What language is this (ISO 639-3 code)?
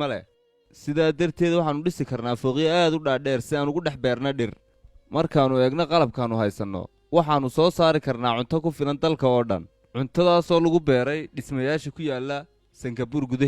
som